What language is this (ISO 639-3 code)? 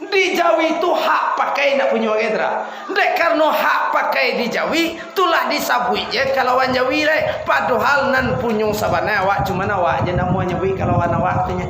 min